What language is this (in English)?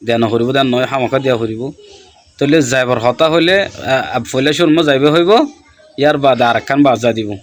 Rohingya